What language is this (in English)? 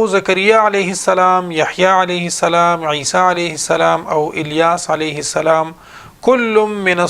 Pashto